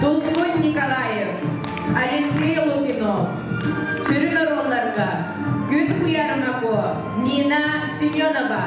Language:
Yakut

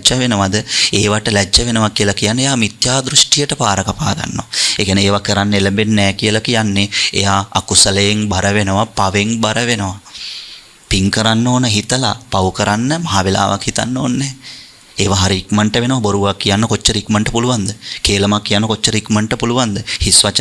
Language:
Sinhala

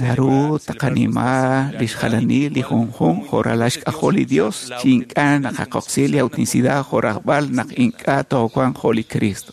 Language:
Kekchí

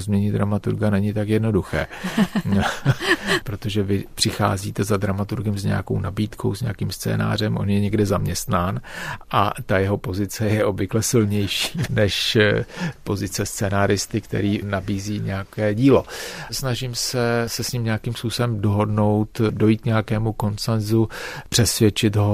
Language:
Czech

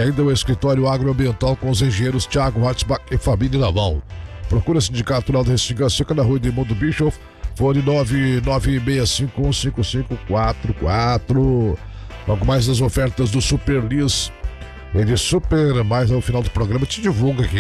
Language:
Portuguese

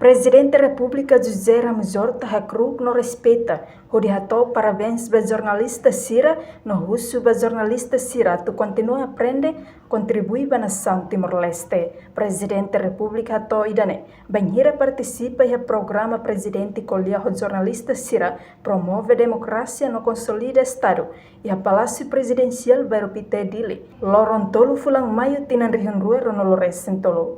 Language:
Tetum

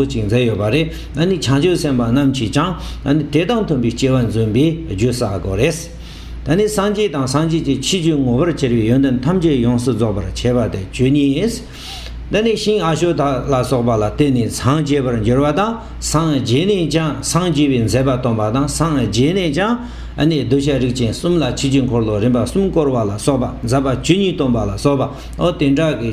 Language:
Tibetan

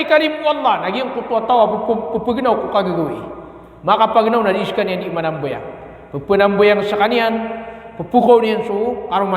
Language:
Maranao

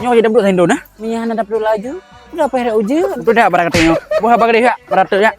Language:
Achinese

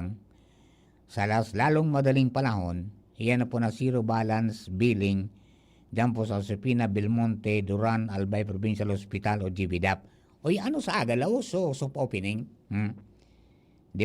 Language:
Bikol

